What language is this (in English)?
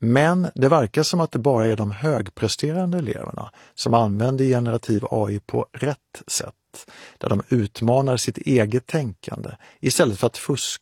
Swedish